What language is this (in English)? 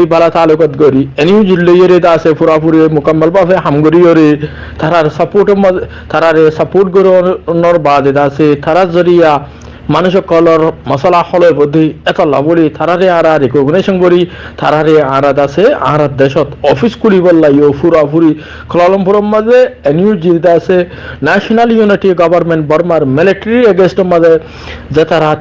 Rohingya